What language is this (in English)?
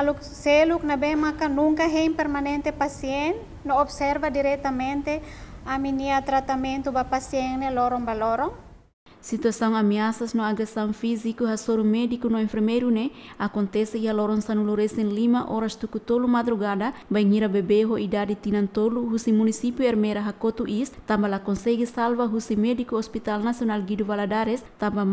Tetum